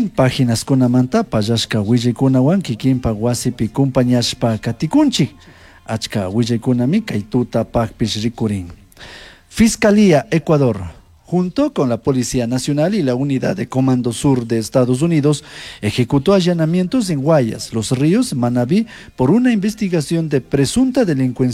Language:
Chimborazo Highland Quichua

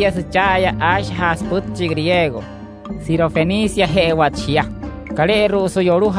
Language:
Wayuu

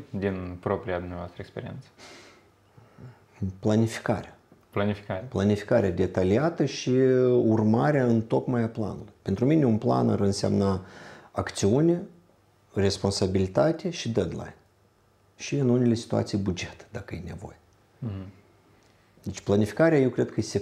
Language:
Romanian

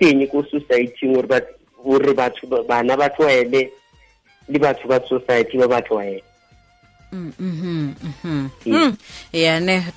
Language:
Tswana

